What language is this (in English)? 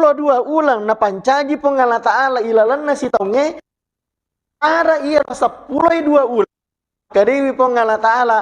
Buginese